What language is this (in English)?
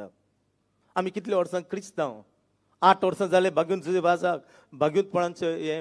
Konkani